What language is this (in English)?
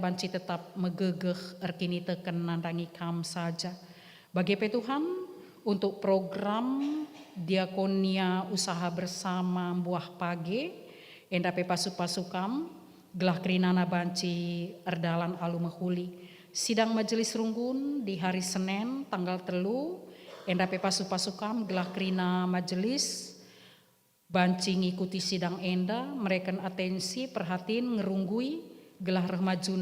Batak Karo